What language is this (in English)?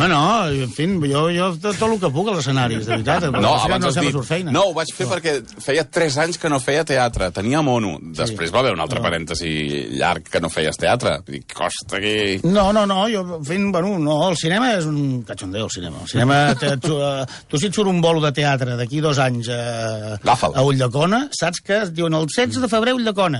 Catalan